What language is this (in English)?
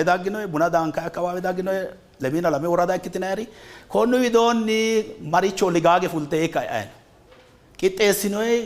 Sidamo